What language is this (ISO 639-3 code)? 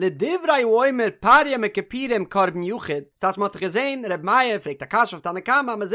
yid